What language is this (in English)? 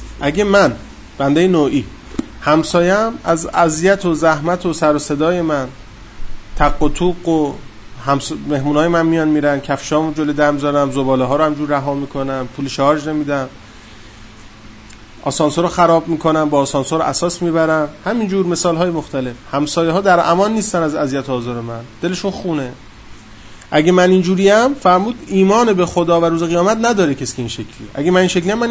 Persian